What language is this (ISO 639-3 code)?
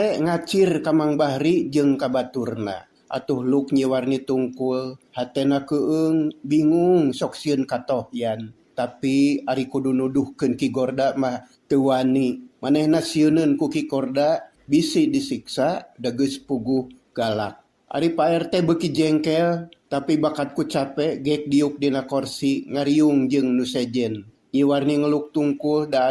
sun